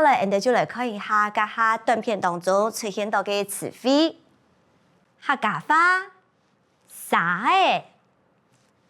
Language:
Hakka Chinese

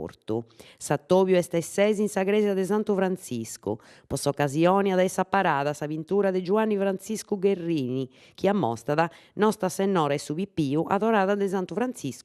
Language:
Sardinian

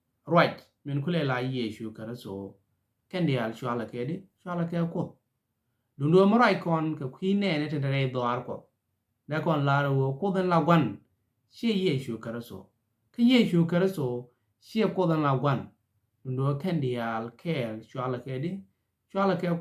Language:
Nuer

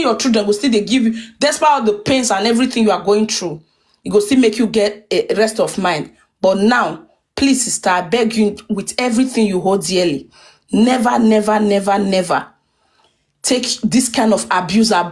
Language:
Nigerian Pidgin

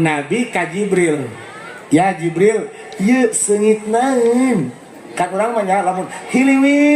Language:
Sundanese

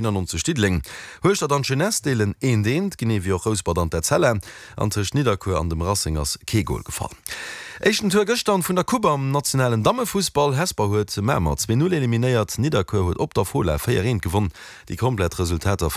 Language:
Luxembourgish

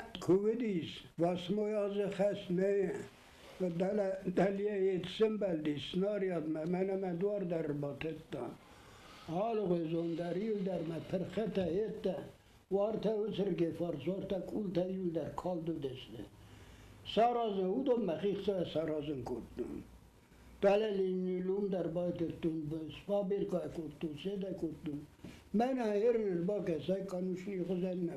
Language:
Ossetic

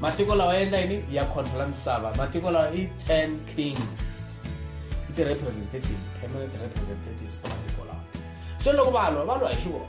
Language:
Tsonga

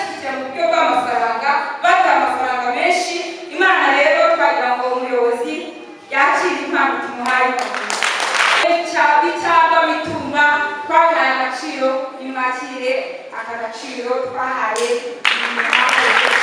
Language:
Kinyarwanda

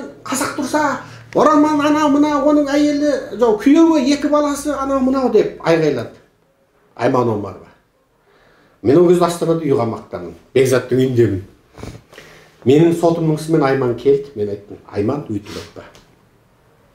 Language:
Kazakh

